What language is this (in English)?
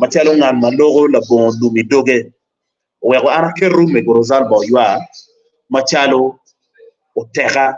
Acoli